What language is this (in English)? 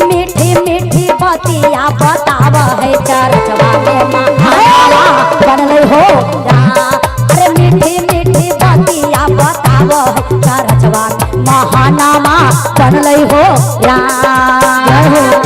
Magahi